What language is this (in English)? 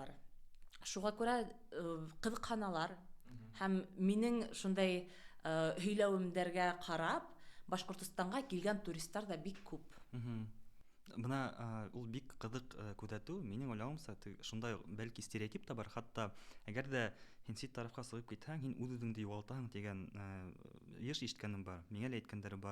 Bashkir